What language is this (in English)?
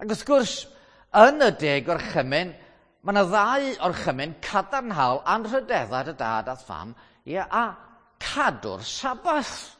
Welsh